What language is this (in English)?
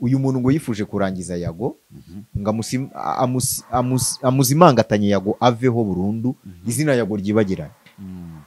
Kinyarwanda